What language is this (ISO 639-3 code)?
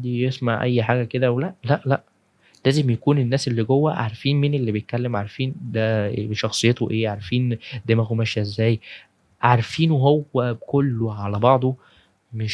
arz